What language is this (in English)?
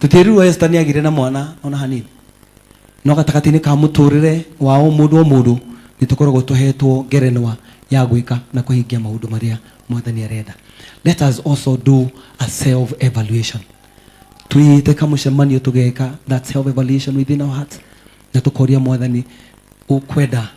Kikuyu